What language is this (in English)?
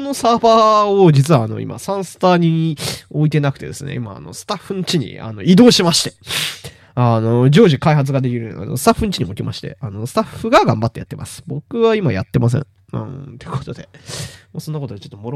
Japanese